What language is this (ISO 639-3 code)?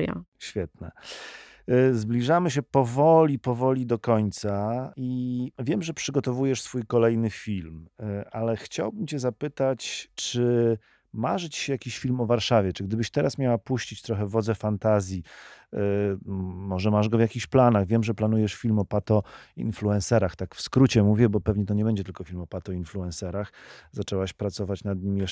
pol